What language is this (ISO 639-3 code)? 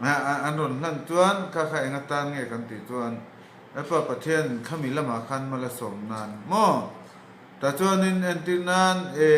lus